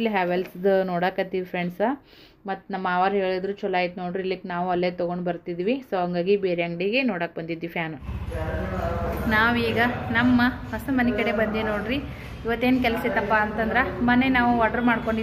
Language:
Kannada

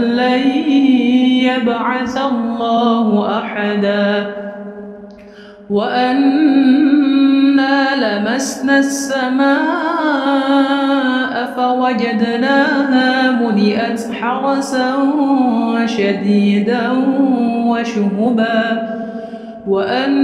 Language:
Arabic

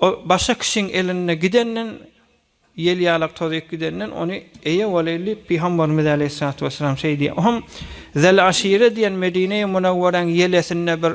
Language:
Turkmen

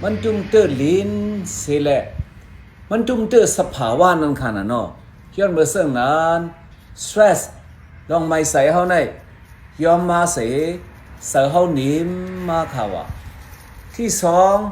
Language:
Shan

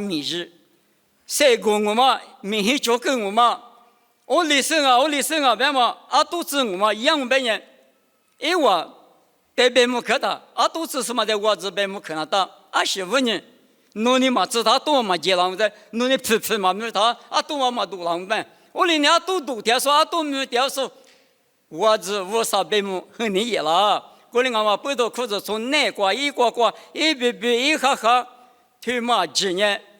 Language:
Lisu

